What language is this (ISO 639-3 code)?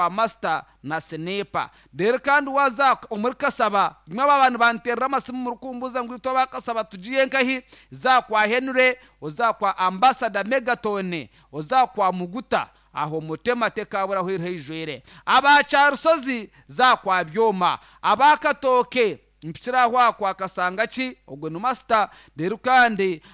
nyn